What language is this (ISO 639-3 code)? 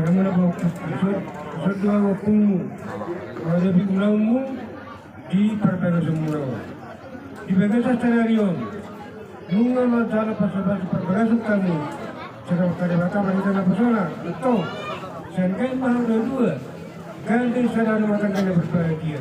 bbc